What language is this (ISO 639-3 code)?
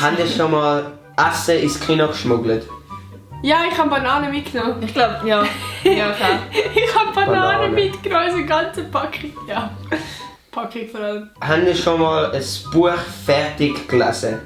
gsw